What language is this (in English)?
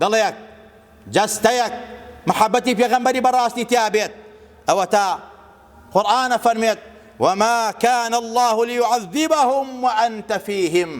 Central Kurdish